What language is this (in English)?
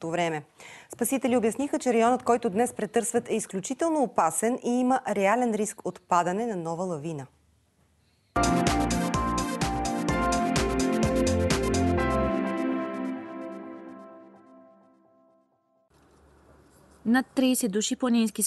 Bulgarian